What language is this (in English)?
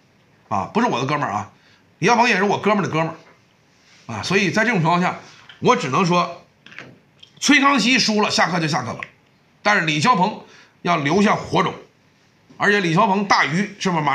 Chinese